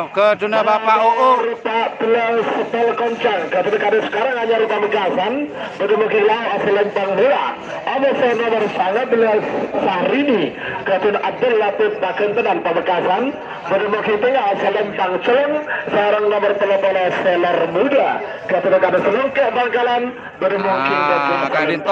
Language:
Madurese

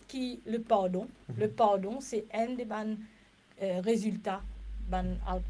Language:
Morisyen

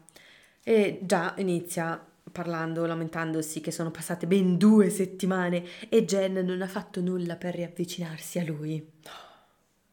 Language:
Italian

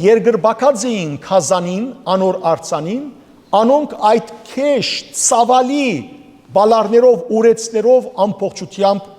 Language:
Western Armenian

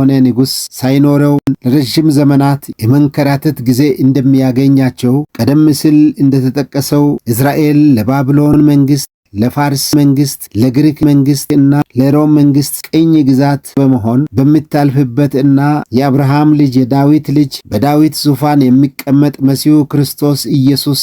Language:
Amharic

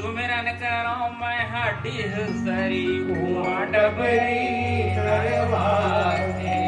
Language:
Chhattisgarhi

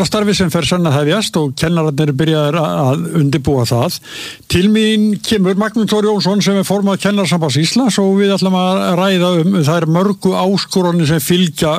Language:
Icelandic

